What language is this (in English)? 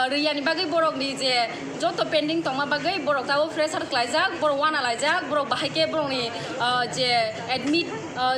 Kok Borok